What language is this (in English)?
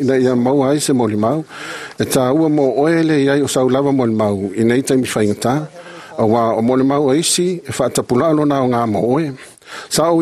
Samoan